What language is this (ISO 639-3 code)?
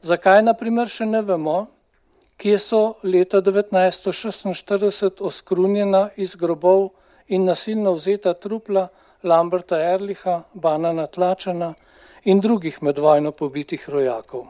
slv